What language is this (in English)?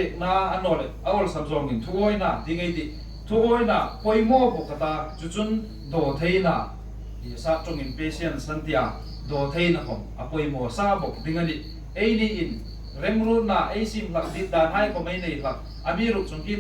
Hmar